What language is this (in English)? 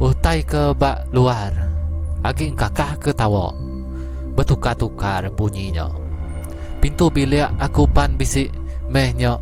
Iban